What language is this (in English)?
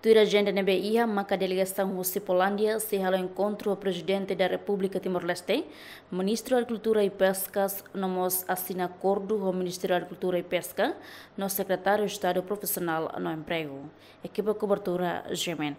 Tetum